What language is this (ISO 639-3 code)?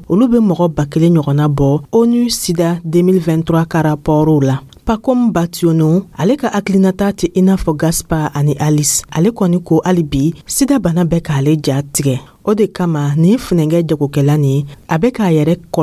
dyu